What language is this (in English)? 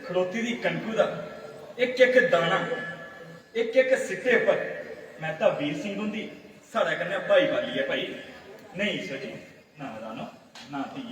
Dogri